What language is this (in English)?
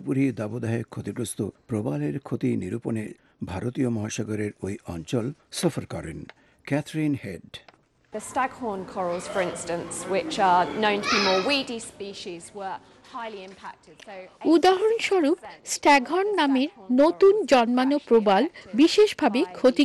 Bangla